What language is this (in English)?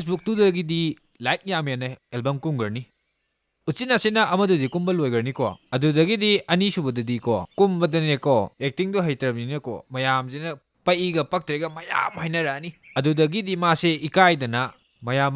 Manipuri